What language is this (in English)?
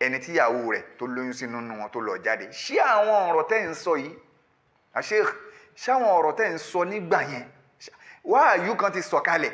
Yoruba